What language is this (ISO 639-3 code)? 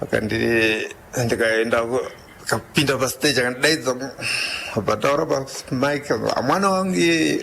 sna